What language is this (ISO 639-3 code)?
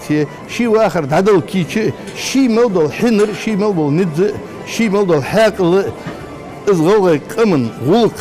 inh